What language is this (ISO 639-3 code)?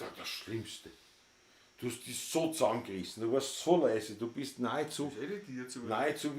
bar